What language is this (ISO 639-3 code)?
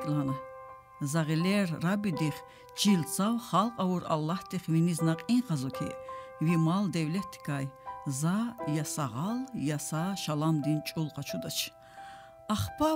lez